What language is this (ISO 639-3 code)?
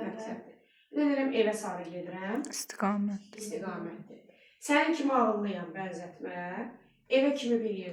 aze